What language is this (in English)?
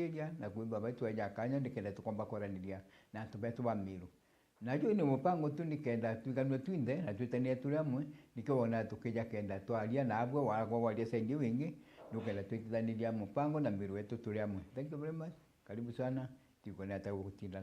Meru